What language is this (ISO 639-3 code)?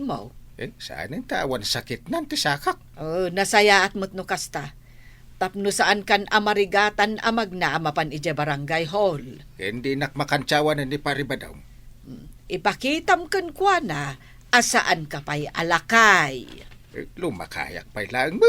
ilo